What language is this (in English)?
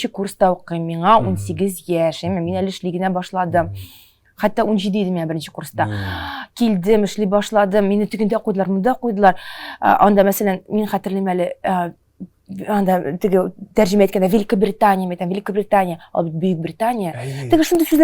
Tatar